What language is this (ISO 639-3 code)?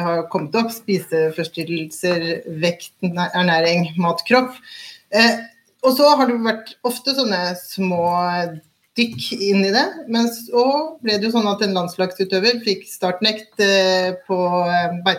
nor